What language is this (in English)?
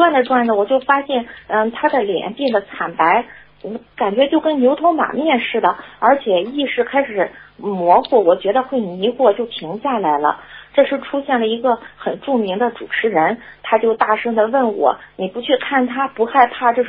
Chinese